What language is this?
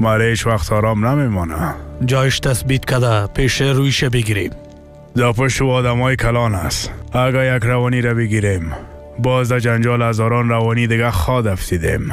Persian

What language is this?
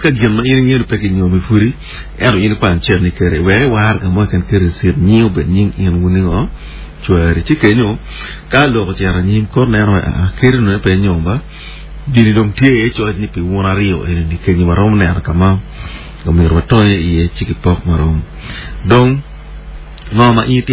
Acoli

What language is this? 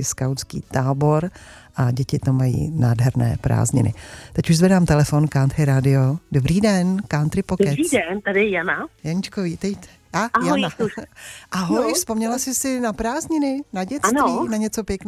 Czech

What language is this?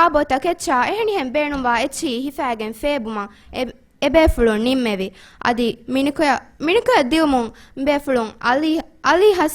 Divehi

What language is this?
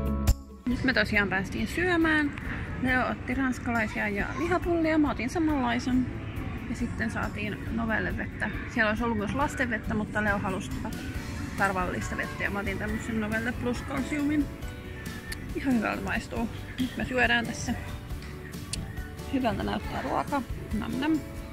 Finnish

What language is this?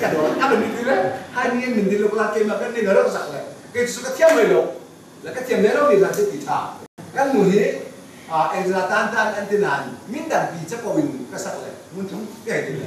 Hakha Chin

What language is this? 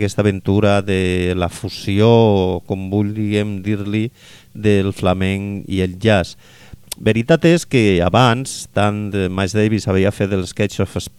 Catalan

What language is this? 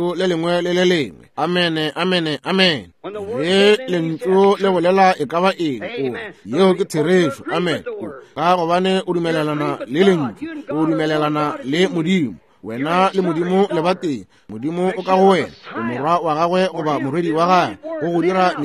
Northern Sotho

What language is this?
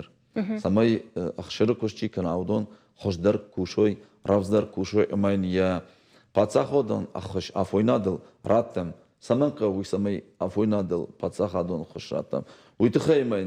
Ossetic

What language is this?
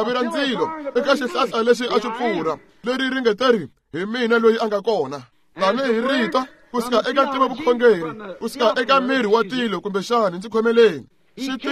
Tsonga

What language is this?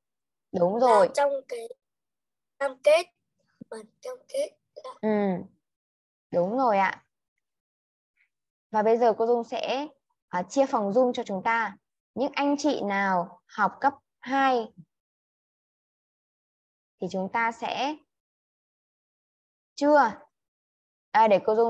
Vietnamese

